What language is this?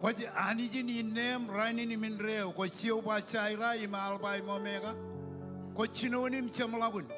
Marshallese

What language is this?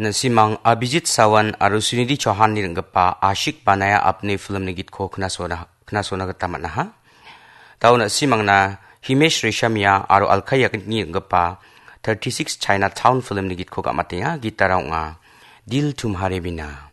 Garo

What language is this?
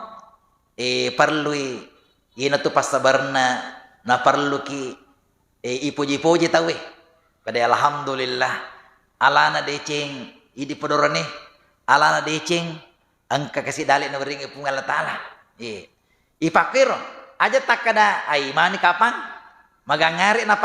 Buginese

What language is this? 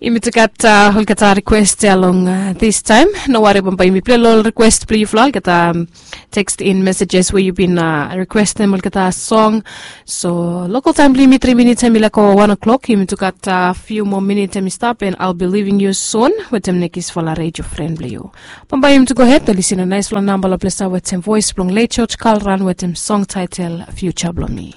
Bislama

